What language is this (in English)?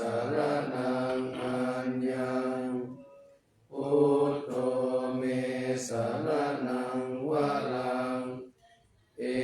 Pali